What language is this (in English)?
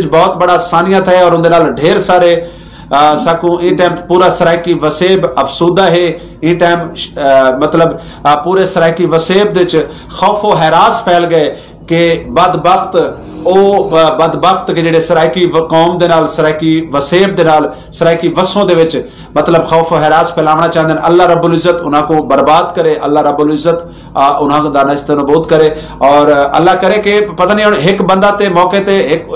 Saraiki